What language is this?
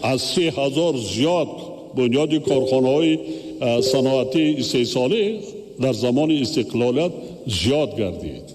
Tajik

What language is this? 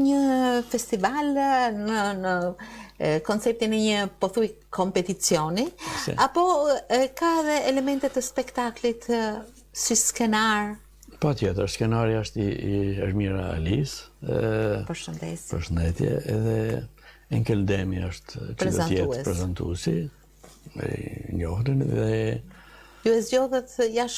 Albanian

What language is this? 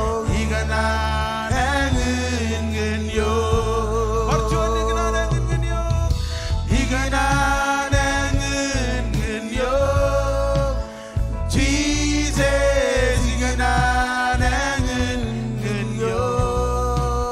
Marshallese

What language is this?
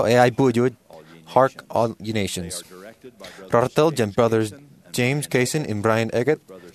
Marshallese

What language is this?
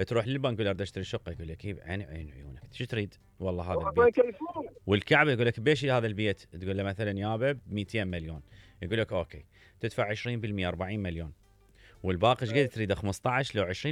Mesopotamian Arabic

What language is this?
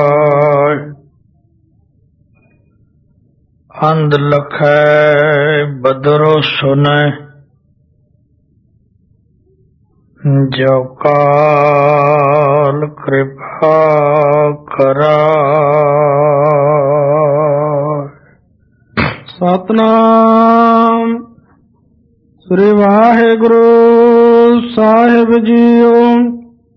Punjabi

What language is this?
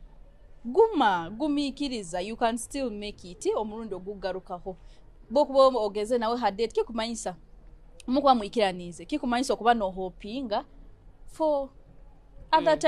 Nyoro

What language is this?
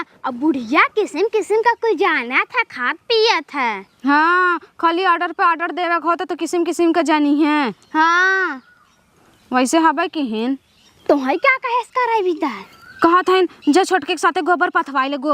Awadhi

